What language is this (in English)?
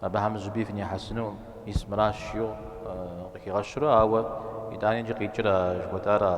Kabardian